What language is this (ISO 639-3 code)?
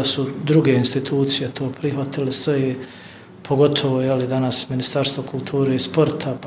bos